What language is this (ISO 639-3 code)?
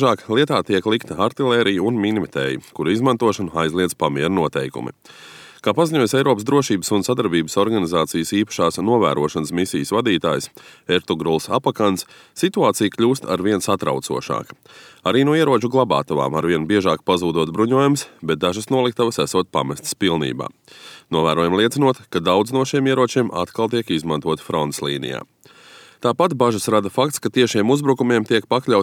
lav